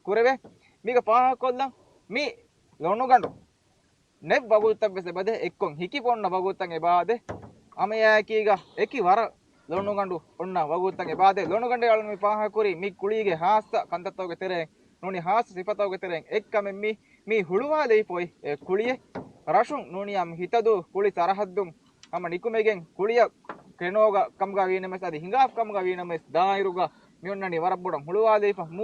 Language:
Divehi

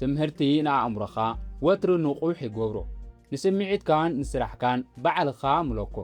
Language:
Tigrinya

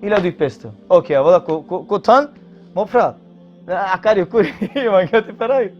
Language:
Balkan Romani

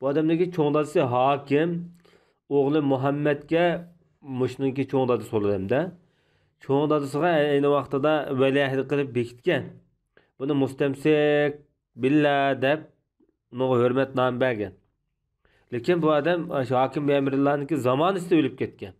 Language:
Uyghur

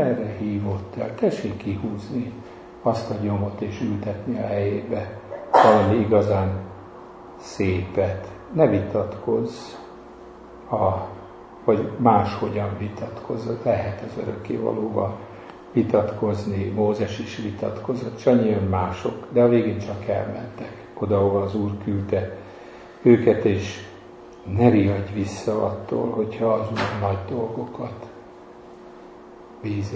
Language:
Hungarian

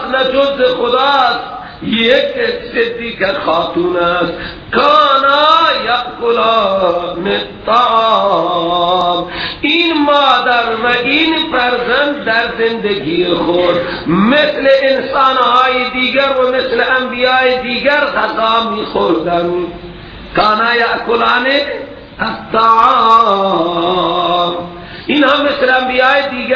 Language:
Persian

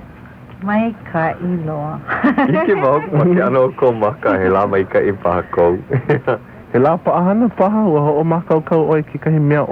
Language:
Hawaiian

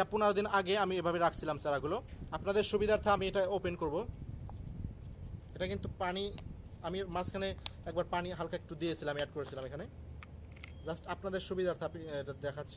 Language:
Bangla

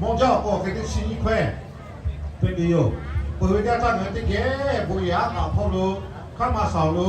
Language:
Lahu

